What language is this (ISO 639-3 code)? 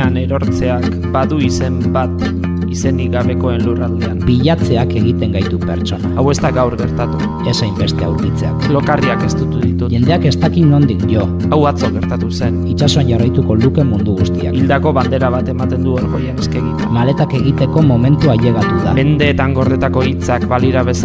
eus